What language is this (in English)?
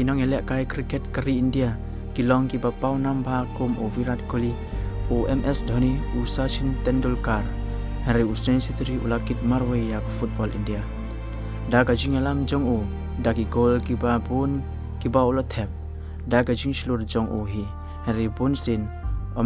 Khasi